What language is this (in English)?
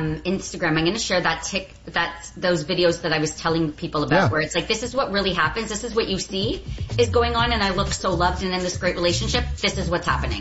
English